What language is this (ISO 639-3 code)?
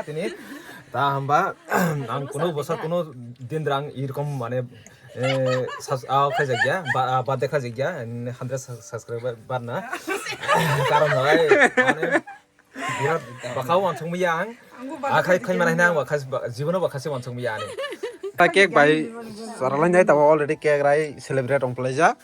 trp